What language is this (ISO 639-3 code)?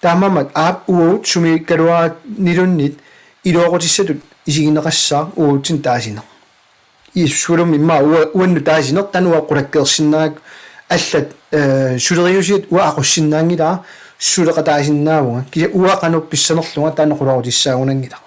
kal